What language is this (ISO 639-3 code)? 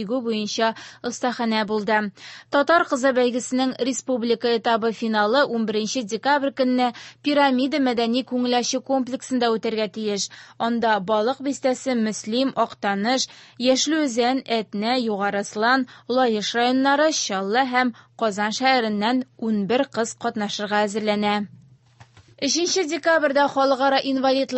tat